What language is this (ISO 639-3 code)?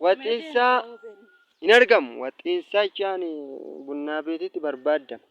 orm